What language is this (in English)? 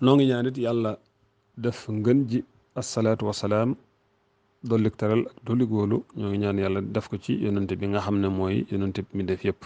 Wolof